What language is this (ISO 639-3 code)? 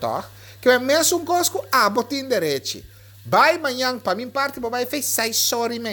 pap